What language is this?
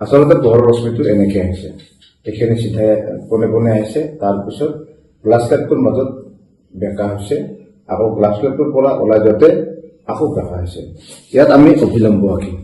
Assamese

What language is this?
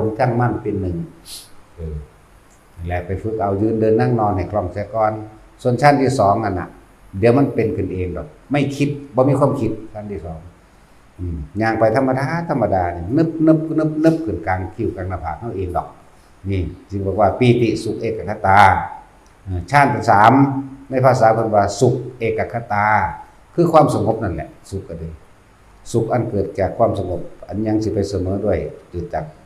Northeastern Thai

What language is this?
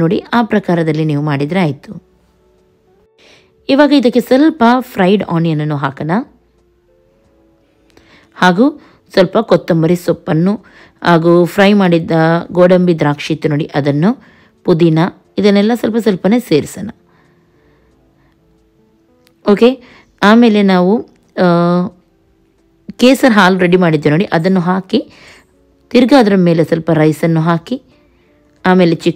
Kannada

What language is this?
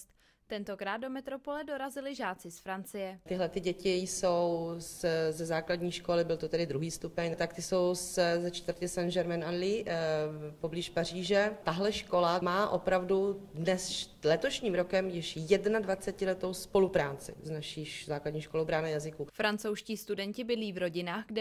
Czech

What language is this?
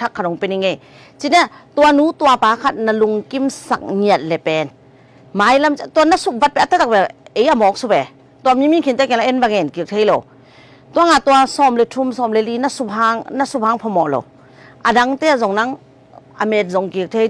Tedim Chin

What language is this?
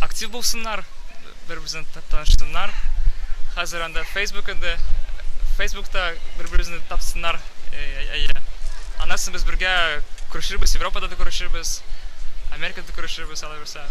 Tatar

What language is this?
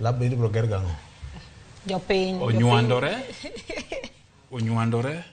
Luo (Kenya and Tanzania)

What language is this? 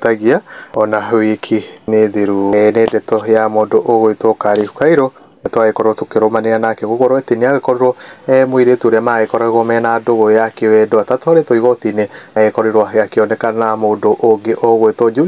Kikuyu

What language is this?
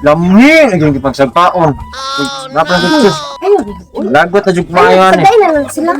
Cebuano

